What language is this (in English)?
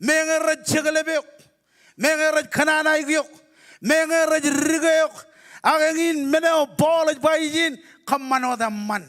Marshallese